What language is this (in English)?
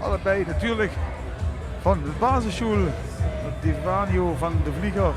Limburgish